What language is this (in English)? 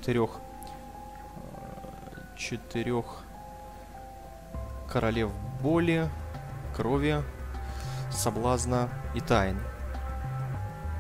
Russian